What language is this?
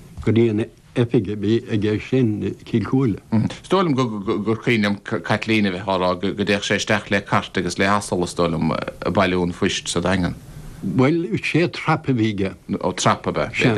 Irish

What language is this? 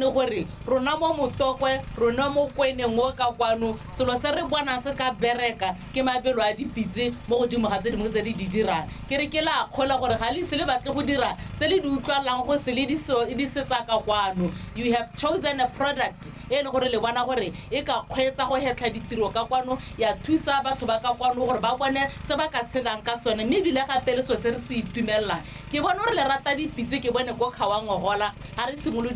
Tswana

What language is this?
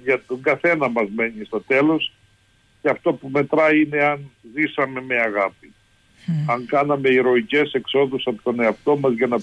Greek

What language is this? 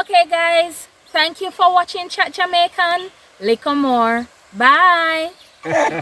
Jamaican Creole English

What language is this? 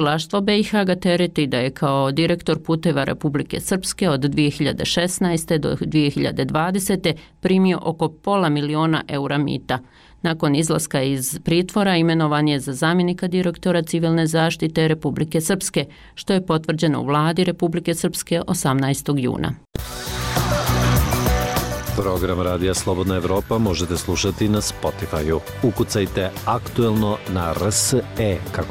Bosnian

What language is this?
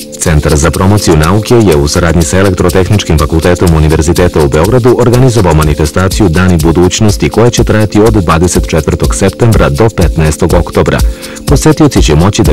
Serbian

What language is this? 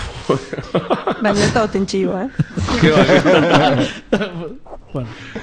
Basque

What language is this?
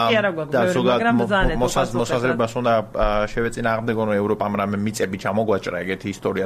Georgian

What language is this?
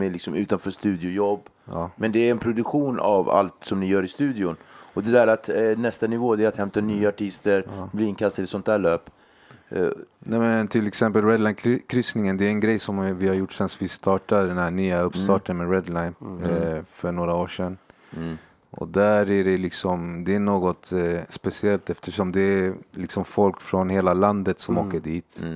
Swedish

